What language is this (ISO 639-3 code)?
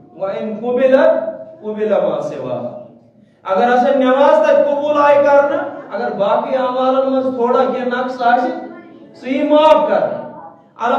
kas